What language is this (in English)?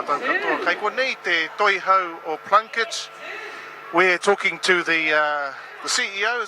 Māori